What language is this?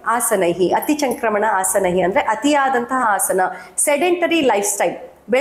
Kannada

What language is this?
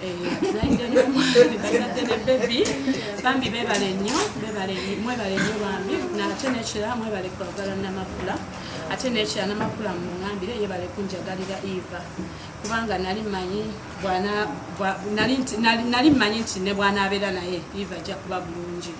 Ganda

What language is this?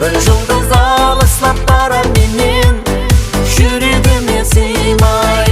Kara-Kalpak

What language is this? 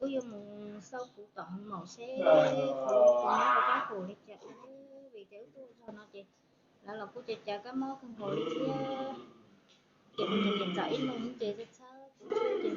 Hmong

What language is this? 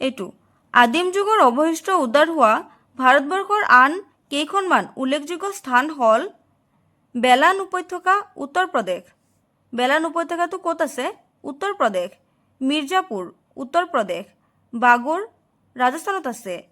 Assamese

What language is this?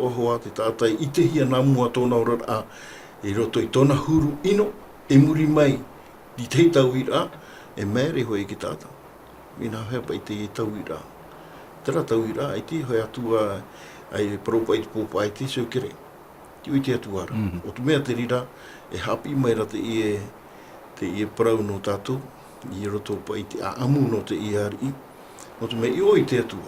Tahitian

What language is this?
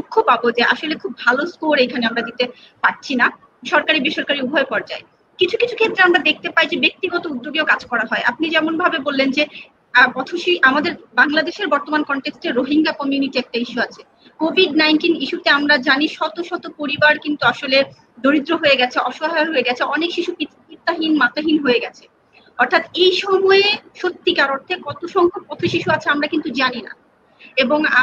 Bangla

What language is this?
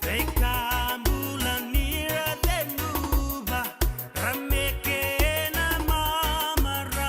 Fijian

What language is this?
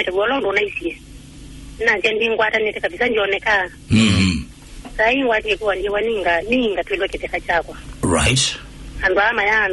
Kamba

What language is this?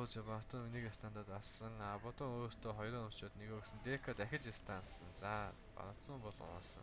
Mongolian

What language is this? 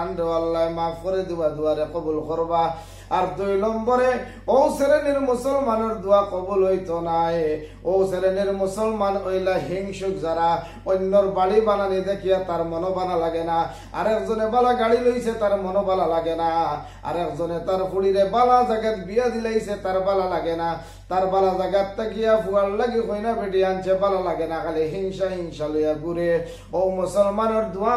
Sylheti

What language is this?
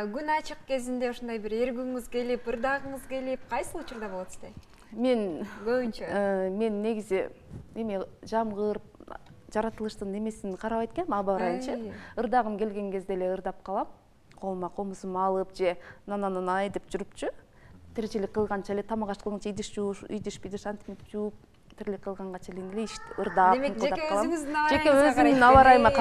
Kyrgyz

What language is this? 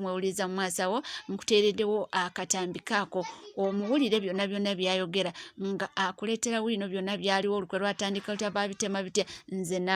Ganda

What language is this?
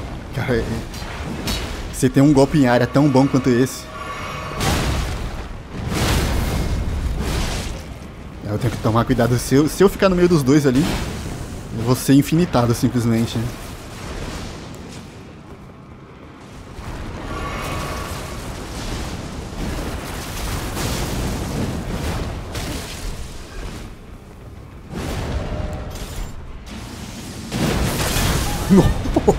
Portuguese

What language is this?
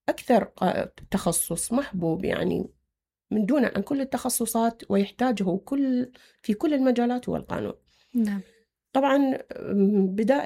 Mesopotamian Arabic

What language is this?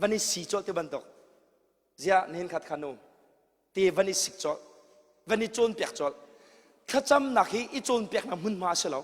Hakha Chin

